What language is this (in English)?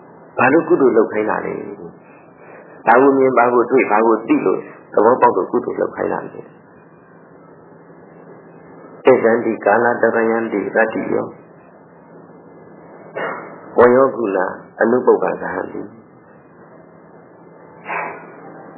Burmese